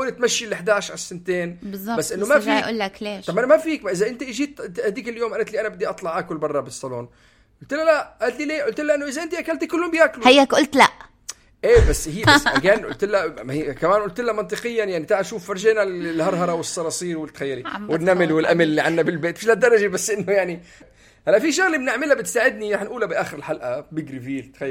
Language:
North Levantine Arabic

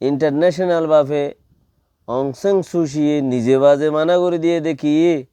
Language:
Rohingya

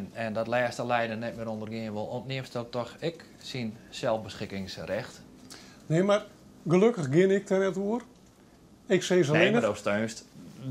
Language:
Western Frisian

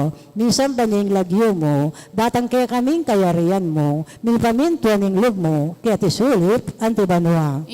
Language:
Pampanga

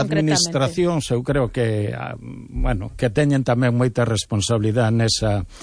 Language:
Galician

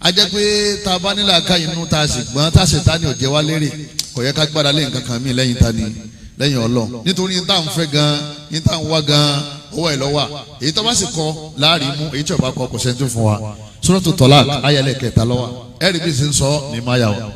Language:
Yoruba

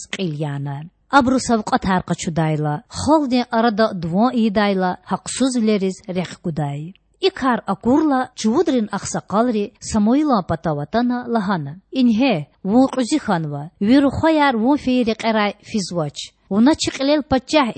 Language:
Lezghian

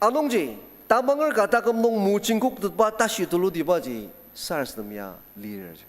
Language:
Ao Naga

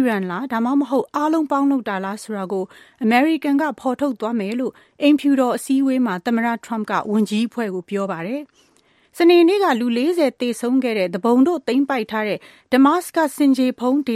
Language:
Burmese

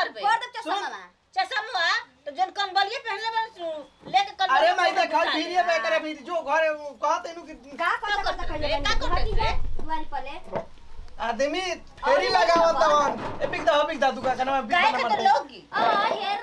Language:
Bhojpuri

